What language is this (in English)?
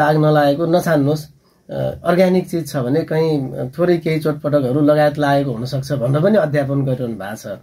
Nepali